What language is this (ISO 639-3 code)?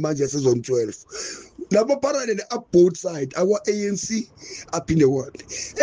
zul